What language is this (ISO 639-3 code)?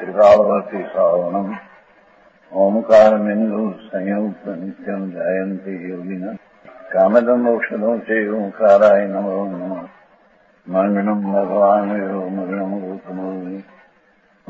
guj